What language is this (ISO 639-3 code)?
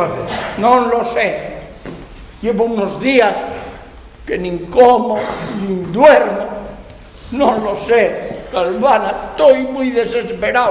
ast